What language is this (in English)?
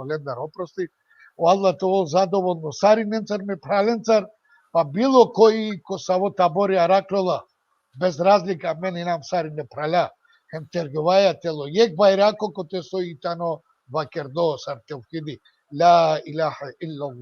Balkan Romani